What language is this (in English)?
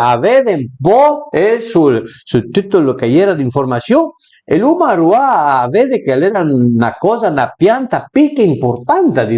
Piedmontese